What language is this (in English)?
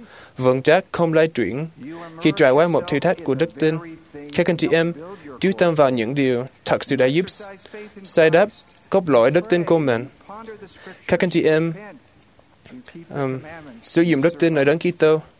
Vietnamese